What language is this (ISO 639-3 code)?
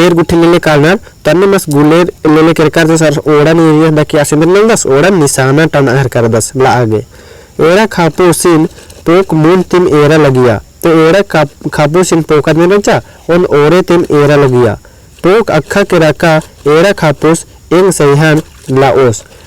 kru